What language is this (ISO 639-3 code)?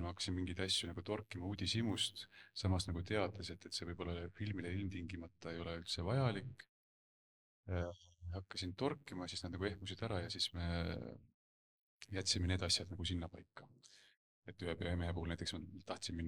est